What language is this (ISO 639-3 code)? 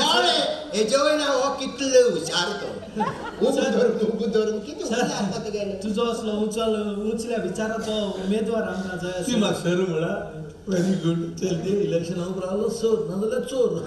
kok